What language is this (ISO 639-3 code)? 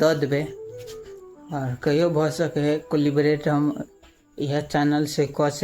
mai